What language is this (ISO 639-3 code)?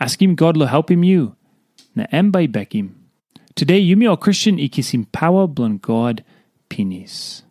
tpi